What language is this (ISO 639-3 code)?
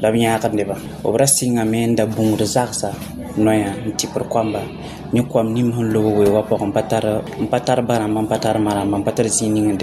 mos